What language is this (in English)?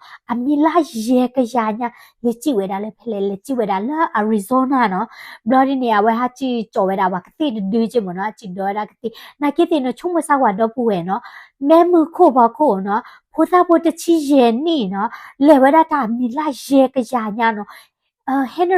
S'gaw Karen